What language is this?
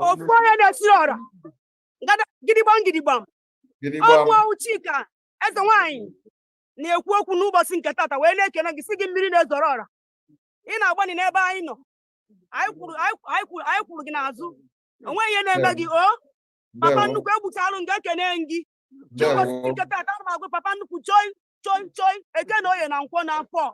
Igbo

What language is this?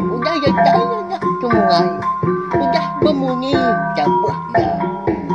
Iban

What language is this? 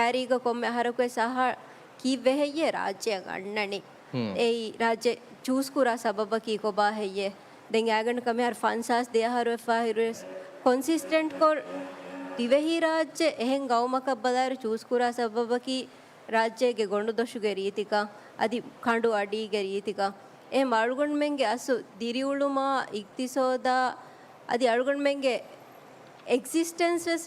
Divehi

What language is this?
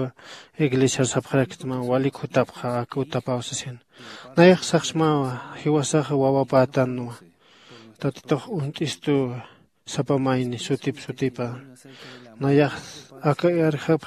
Aymara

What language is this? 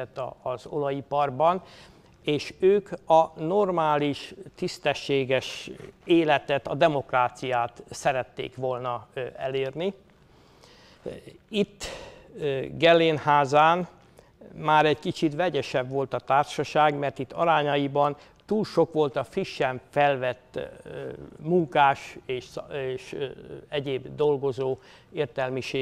Hungarian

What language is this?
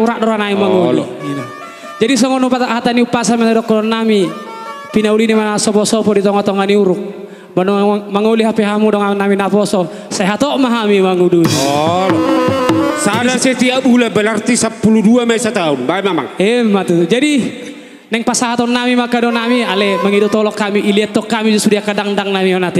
Batak Toba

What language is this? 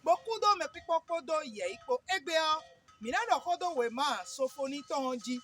Fon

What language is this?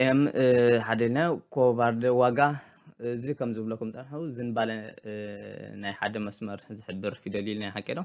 Tigrinya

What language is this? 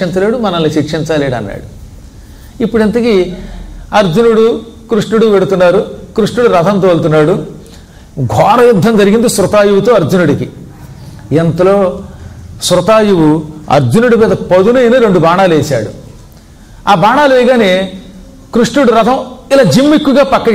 Telugu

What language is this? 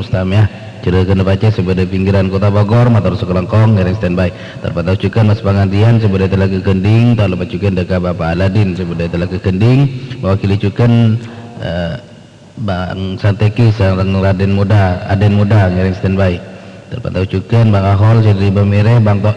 Madurese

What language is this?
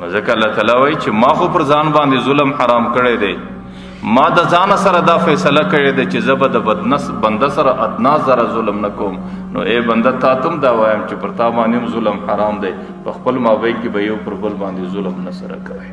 Pashto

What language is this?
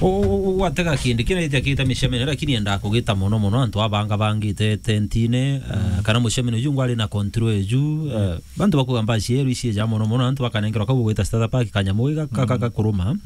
Meru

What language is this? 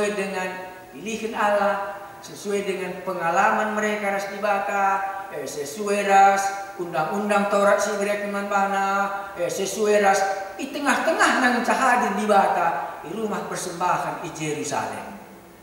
Batak Karo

